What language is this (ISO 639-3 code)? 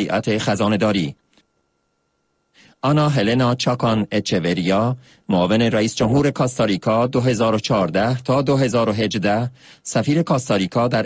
fas